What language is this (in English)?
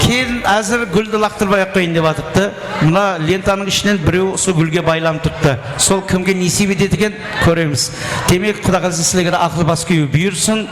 Kara-Kalpak